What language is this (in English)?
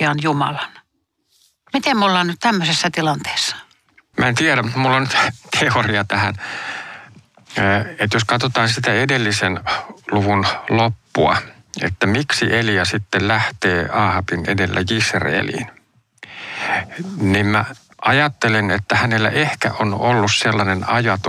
Finnish